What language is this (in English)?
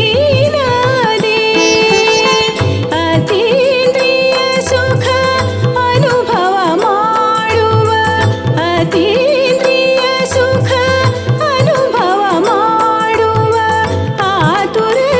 Kannada